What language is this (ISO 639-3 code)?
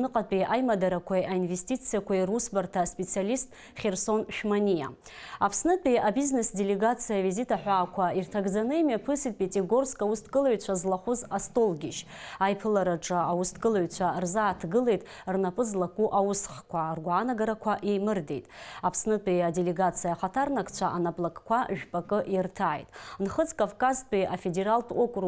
abk